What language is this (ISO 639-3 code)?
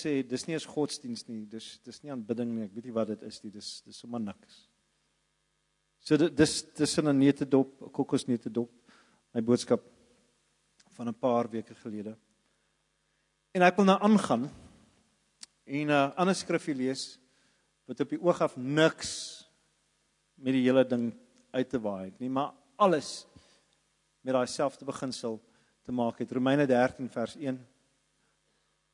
afr